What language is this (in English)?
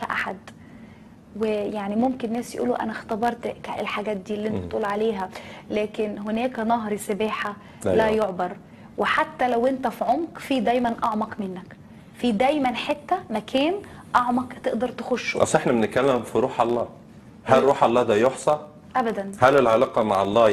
Egyptian Arabic